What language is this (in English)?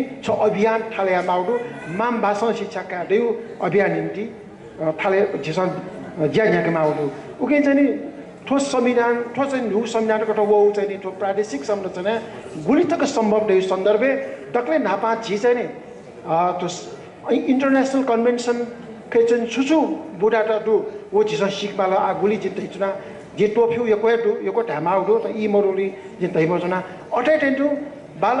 Newari